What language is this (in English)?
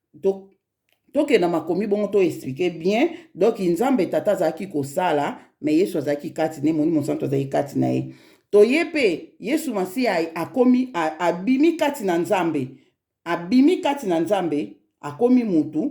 Lingala